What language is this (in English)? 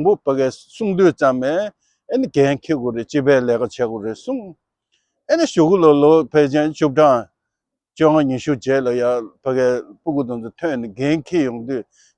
Tibetan